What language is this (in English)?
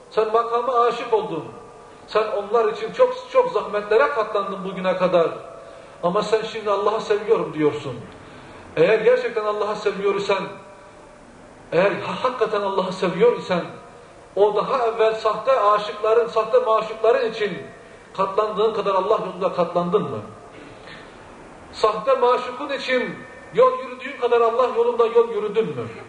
Turkish